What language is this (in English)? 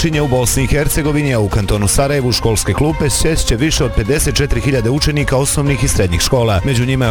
Bosnian